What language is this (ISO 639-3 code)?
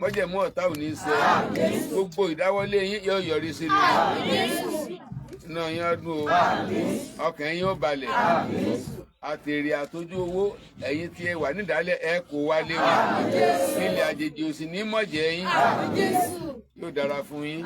yor